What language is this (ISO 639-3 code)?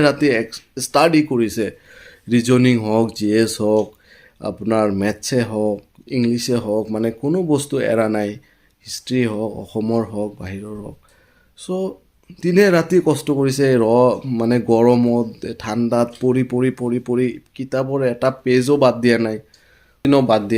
asm